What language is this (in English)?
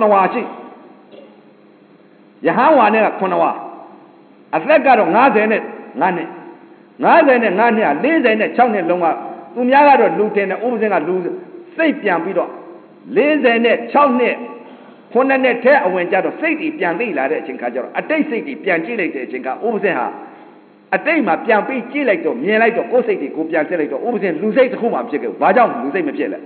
Burmese